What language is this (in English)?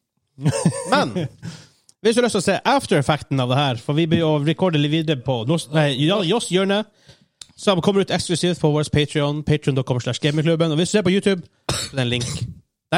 Norwegian